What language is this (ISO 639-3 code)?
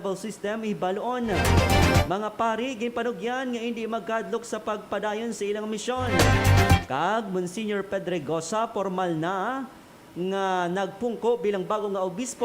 hil